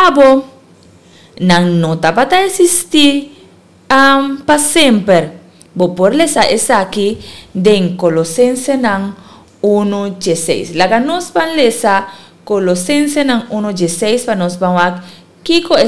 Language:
Papiamento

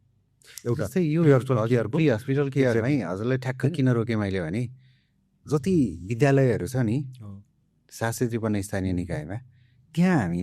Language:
Nepali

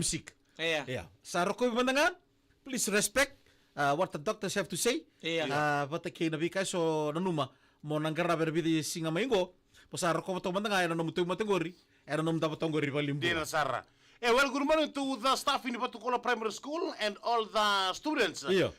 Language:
Fijian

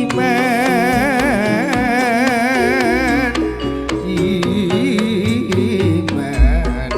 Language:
Madurese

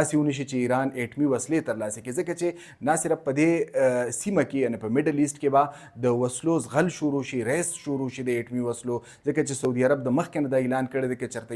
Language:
Pashto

